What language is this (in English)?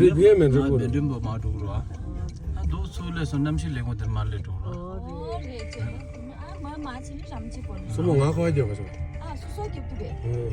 Tibetan